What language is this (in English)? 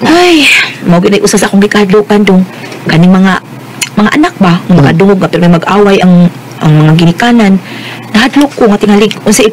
Cebuano